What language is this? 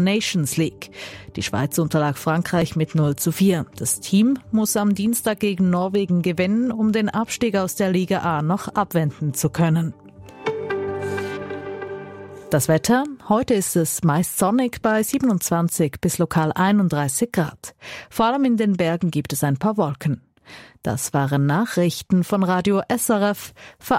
German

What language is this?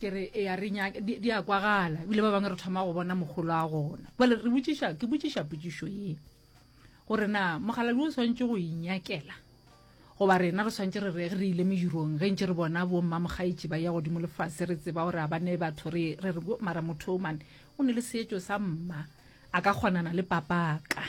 Northern Sotho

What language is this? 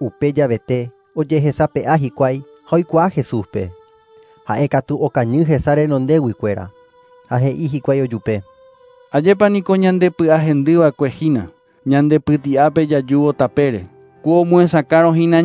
Guarani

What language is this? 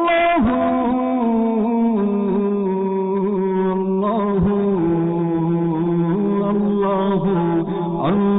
Bangla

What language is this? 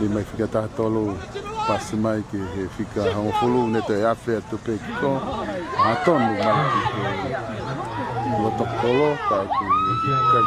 Tongan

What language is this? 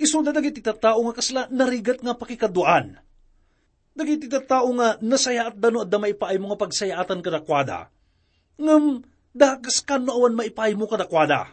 Iloko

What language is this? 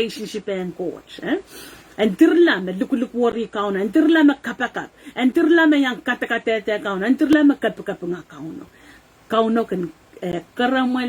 Pohnpeian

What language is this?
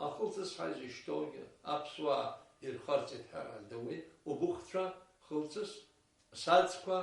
Abkhazian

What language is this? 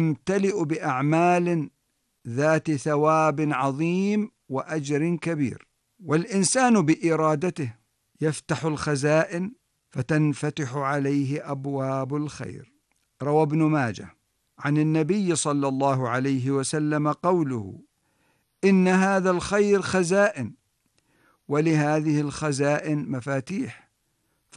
Arabic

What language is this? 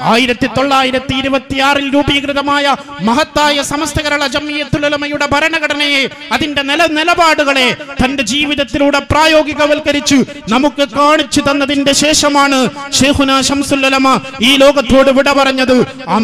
Malayalam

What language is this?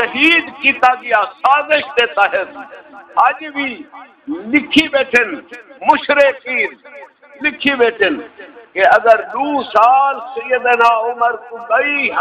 Saraiki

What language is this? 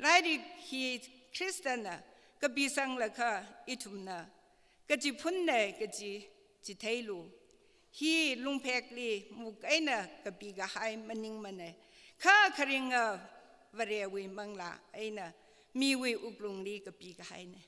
Tangkhul Naga (India)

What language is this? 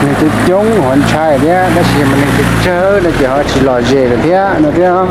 Hmong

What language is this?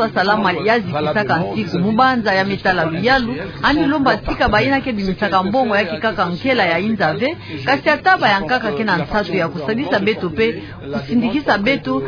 Kituba (Democratic Republic of Congo)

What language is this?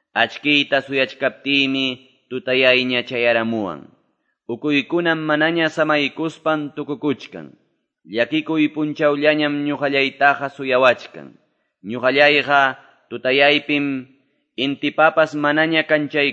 Quechua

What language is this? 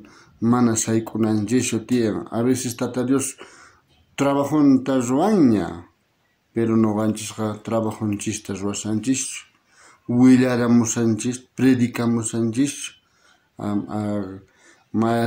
South Bolivian Quechua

